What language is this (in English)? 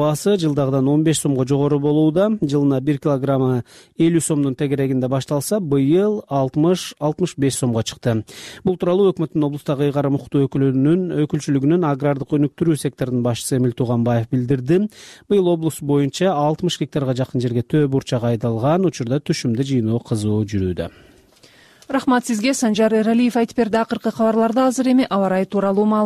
Kyrgyz